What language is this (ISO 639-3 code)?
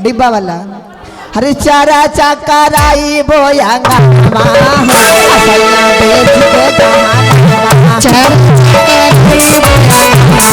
mag